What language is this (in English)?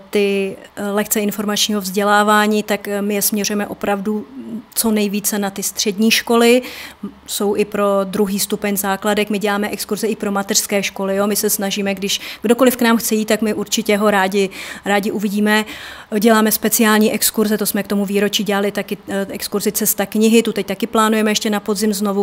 Czech